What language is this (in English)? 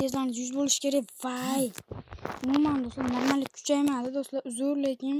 Uzbek